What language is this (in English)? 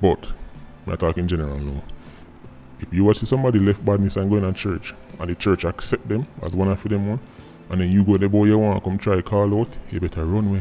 Jamaican Creole English